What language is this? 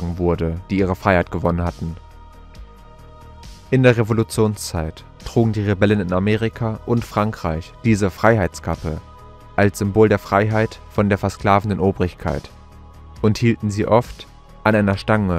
German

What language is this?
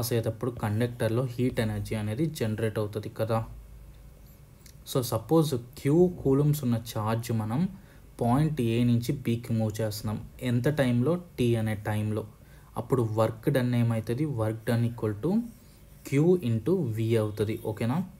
Telugu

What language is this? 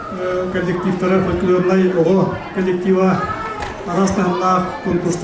Yakut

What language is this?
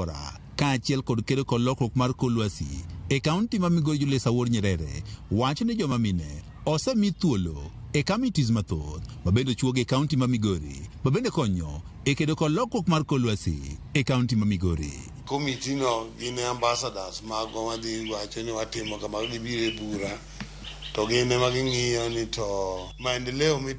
Luo (Kenya and Tanzania)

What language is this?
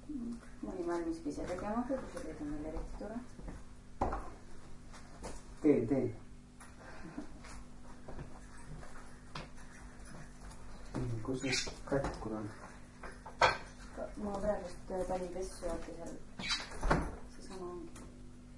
Estonian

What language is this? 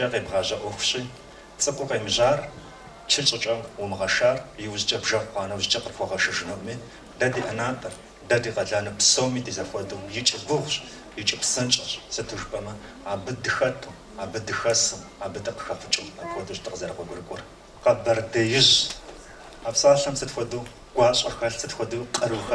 Kabardian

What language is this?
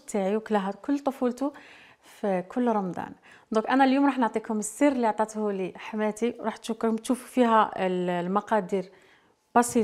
Algerian Arabic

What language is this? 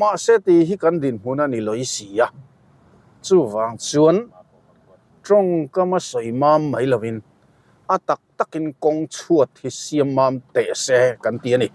Mizo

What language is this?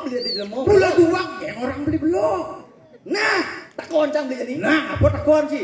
Balinese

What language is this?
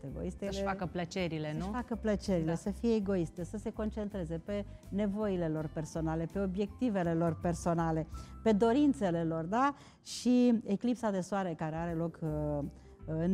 Romanian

